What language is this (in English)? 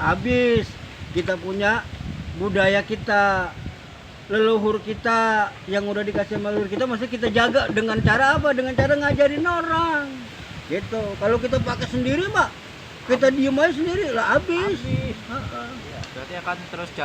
Betawi